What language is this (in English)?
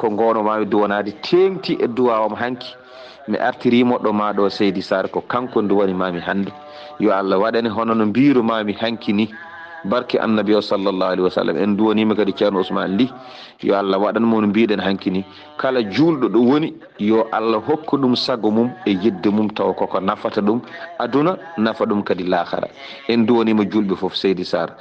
Fula